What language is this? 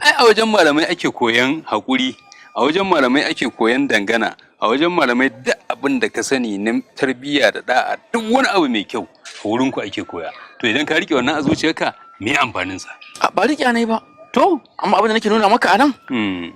Hausa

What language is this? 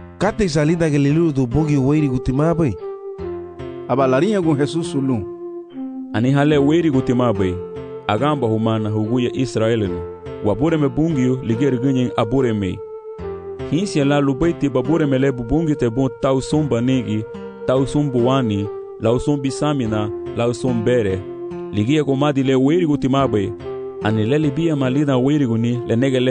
Garifuna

